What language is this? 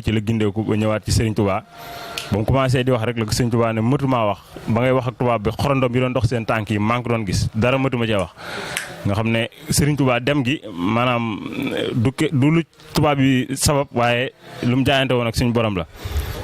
Wolof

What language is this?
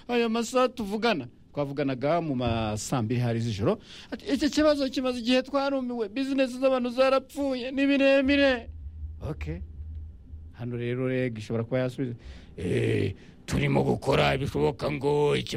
Kinyarwanda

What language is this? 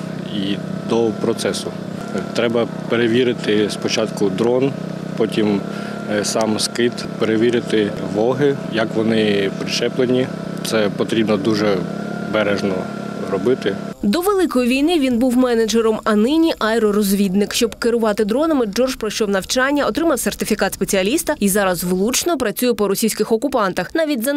Ukrainian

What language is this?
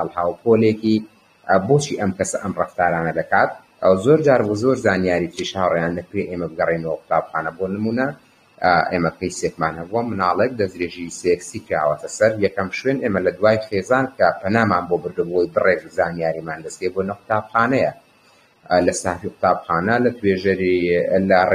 Central Kurdish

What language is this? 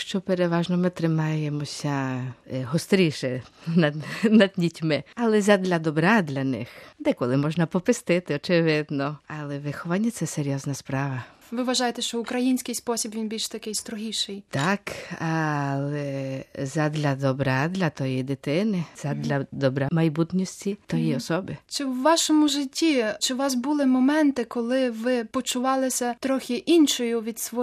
Ukrainian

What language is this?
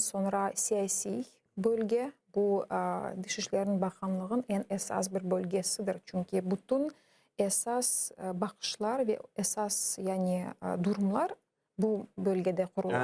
Crimean Tatar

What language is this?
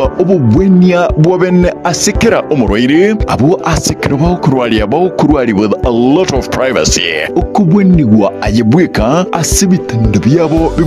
Gusii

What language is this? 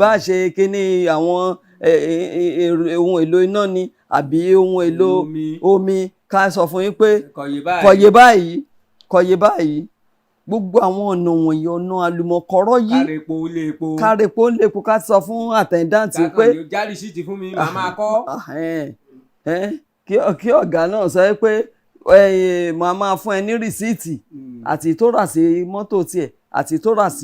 Yoruba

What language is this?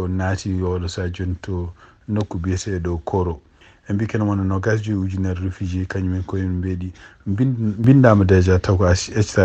Fula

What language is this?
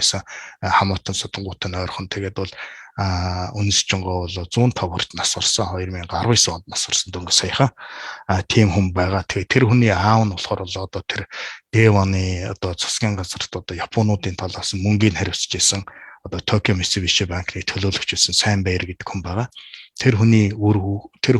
Mongolian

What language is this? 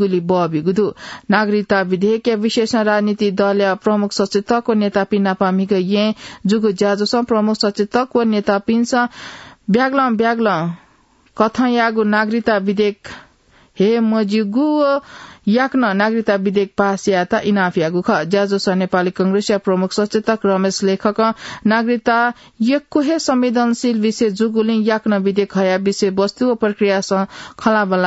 Newari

